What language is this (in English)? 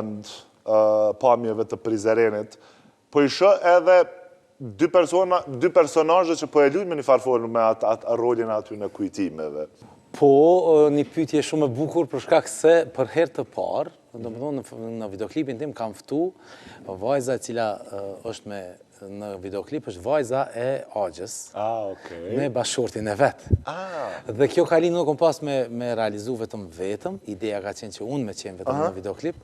Albanian